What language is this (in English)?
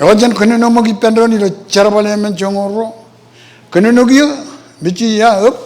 Marshallese